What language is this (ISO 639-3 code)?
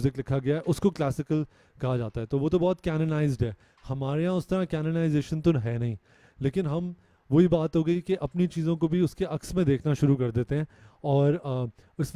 urd